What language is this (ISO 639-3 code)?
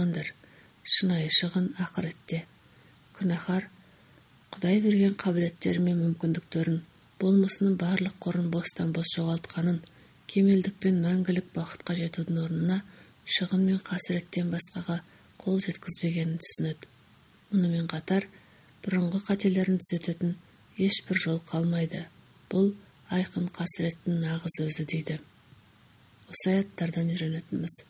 kaz